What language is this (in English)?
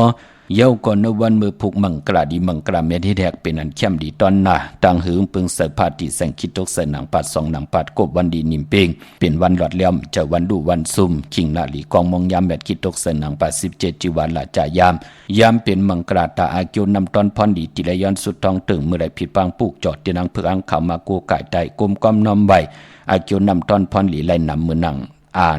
Shan